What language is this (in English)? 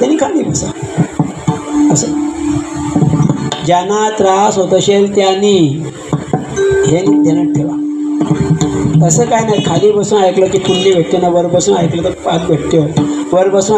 Marathi